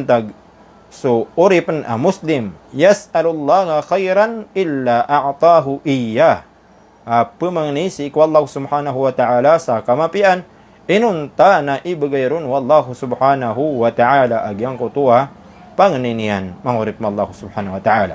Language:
Maranao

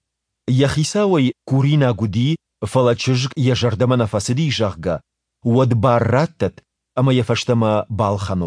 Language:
Ossetic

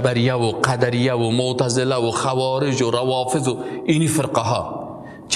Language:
Persian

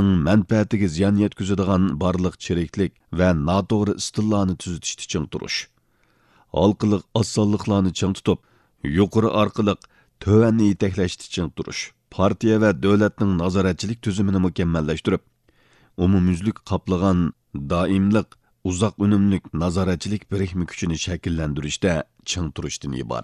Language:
Uyghur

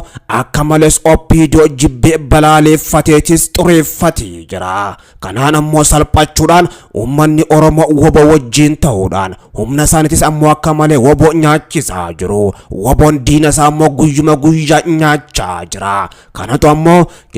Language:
Oromo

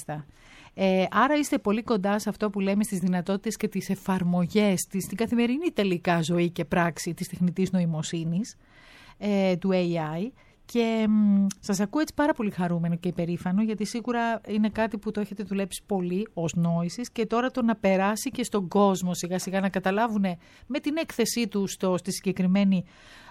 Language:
Greek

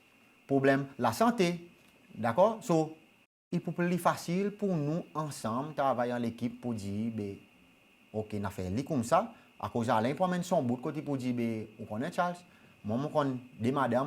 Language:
Seselwa Creole French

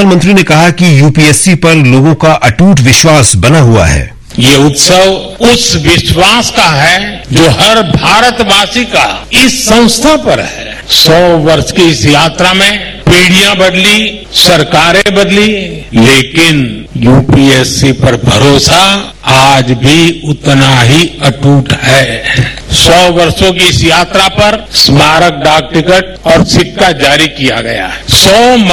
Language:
Hindi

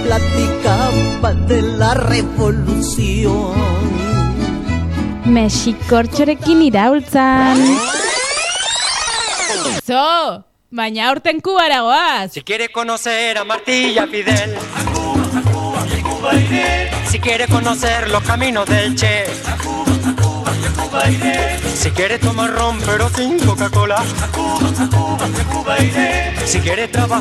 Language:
Basque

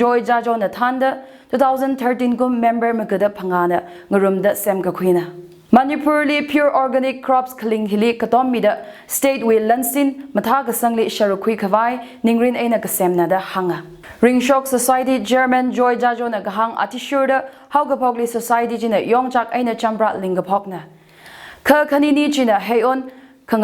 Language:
Tangkhul Naga (India)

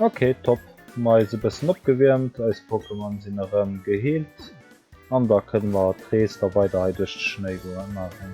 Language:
Luxembourgish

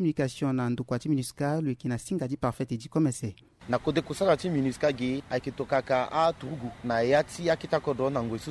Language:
Sango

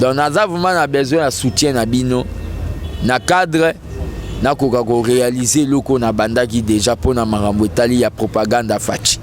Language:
Lingala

